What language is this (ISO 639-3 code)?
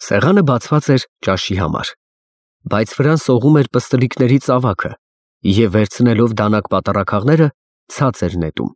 hye